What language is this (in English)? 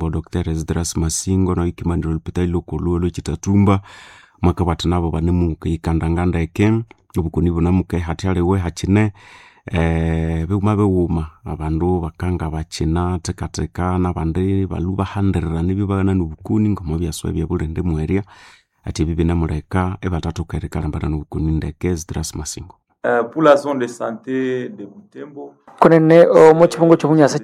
Nande